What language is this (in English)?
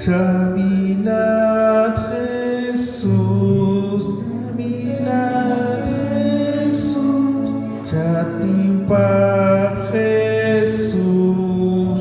Kekchí